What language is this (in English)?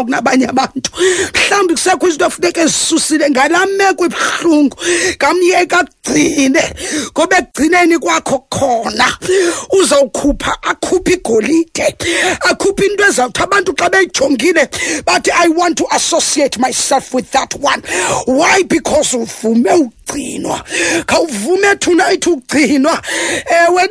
Xhosa